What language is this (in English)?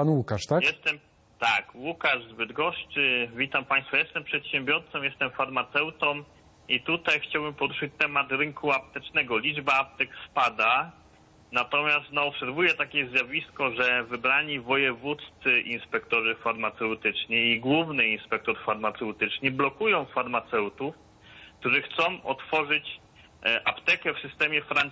Polish